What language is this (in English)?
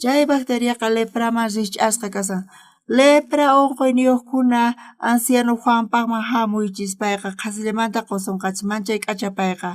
South Bolivian Quechua